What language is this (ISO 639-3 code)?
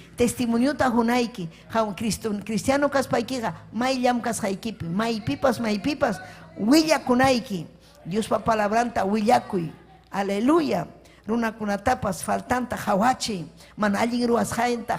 quy